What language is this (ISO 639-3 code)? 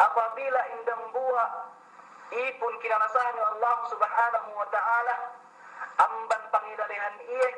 yka